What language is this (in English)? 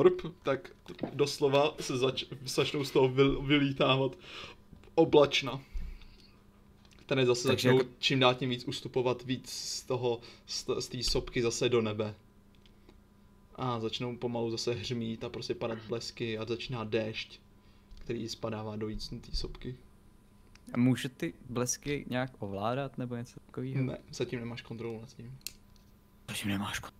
Czech